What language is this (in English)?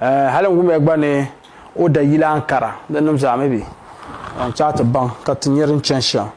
Dagbani